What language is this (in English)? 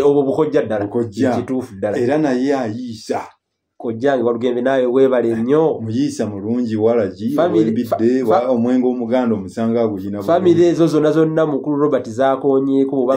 Ganda